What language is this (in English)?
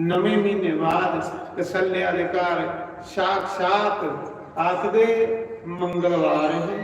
Dogri